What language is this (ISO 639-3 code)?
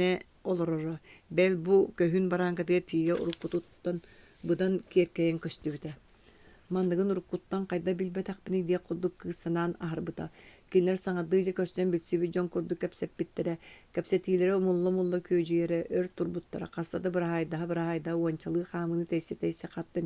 sah